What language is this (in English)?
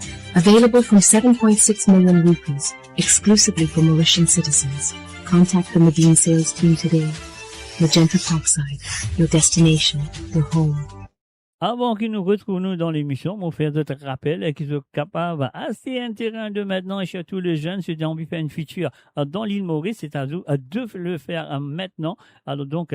Morisyen